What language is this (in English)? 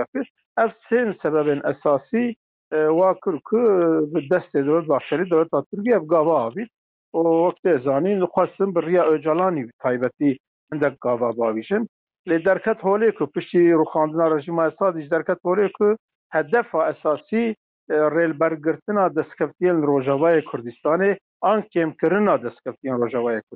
Kurdish